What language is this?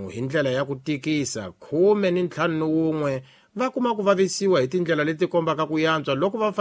Tsonga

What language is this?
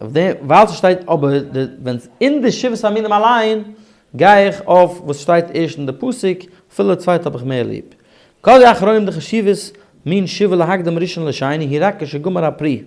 Yiddish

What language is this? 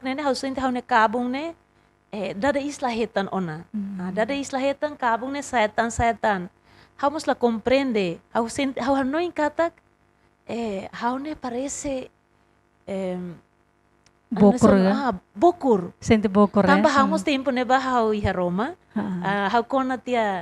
Tetum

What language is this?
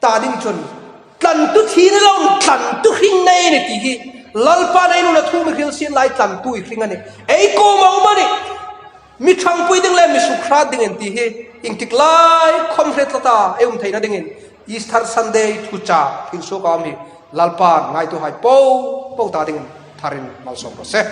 Hmar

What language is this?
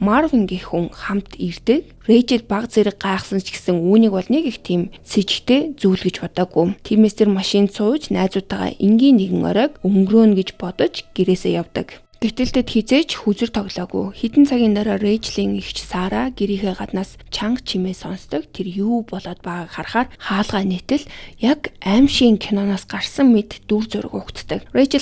Mongolian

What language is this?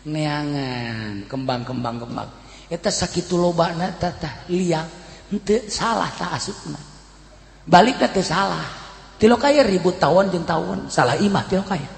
Sundanese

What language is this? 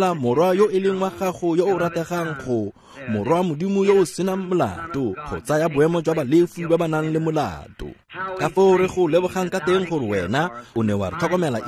Tswana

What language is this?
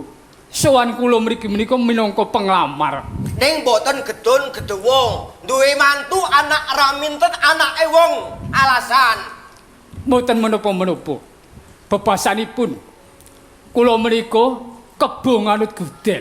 Javanese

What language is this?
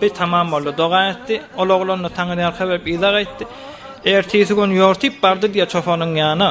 Turkmen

